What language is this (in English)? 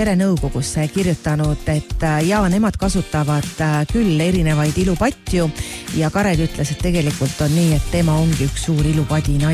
Estonian